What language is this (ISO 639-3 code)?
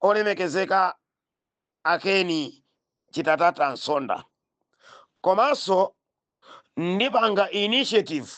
nya